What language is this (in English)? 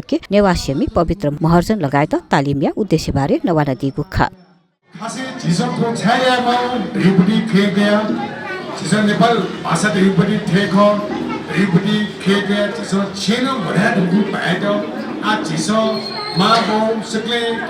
Newari